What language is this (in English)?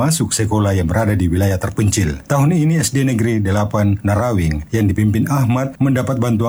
Indonesian